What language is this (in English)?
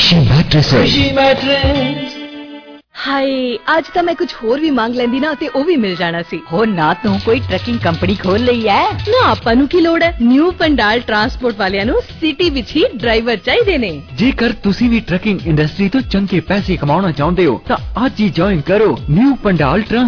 Punjabi